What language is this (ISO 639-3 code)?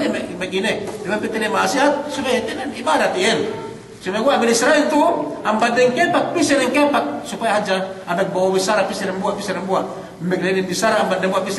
yka